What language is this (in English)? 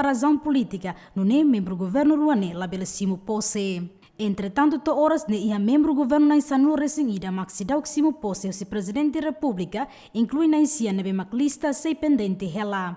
Tetum